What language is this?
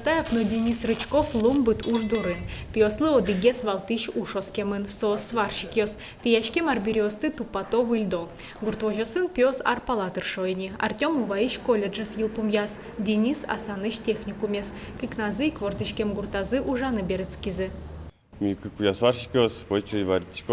Udmurt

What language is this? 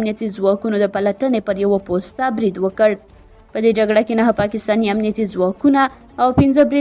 Pashto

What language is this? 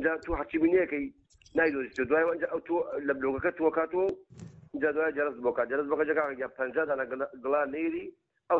Central Kurdish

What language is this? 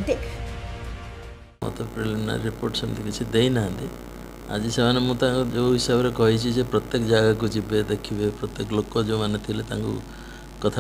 Odia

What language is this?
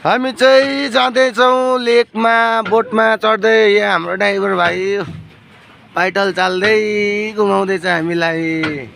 Nepali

